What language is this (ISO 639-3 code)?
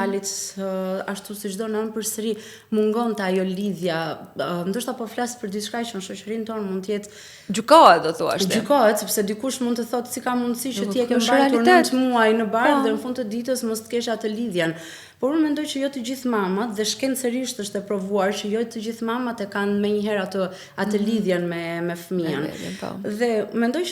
sqi